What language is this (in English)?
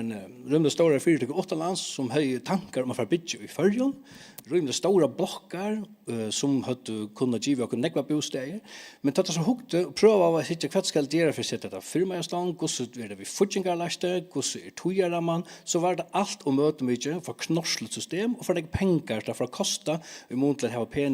Faroese